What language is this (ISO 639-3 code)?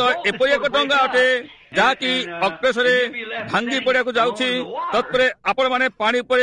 ori